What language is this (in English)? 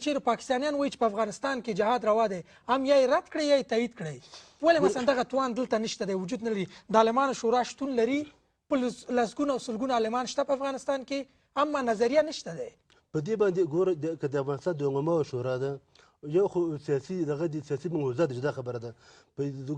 Pashto